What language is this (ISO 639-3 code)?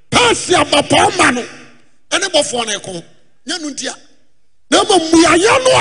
aka